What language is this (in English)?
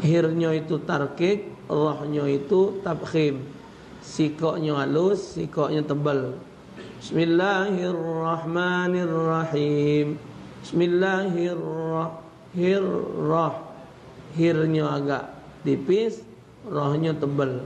Musi